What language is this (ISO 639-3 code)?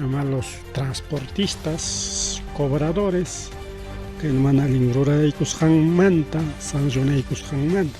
quy